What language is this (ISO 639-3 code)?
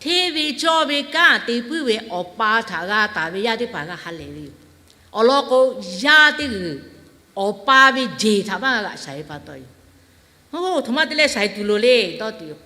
lhu